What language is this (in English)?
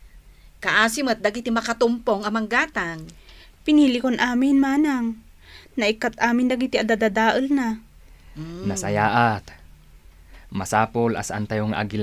Iloko